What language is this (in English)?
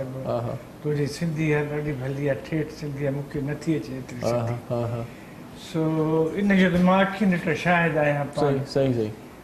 Sindhi